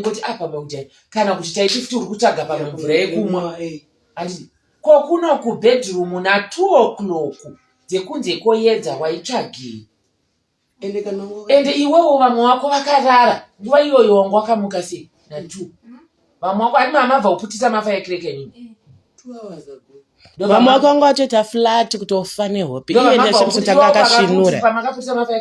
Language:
Shona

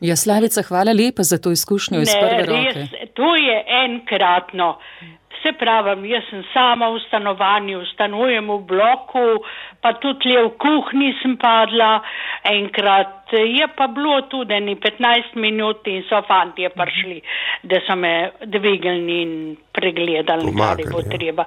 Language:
Slovenian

